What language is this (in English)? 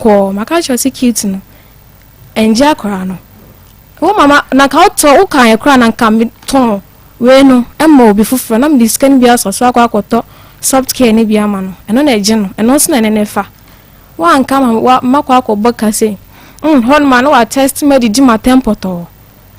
Akan